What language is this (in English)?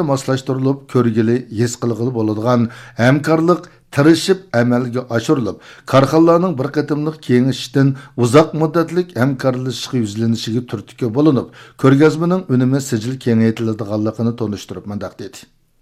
Uyghur